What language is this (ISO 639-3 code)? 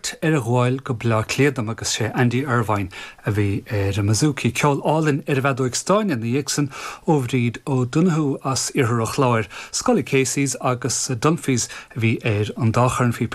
gle